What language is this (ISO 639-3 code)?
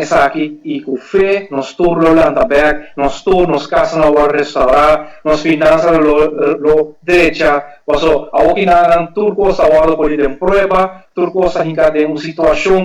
pap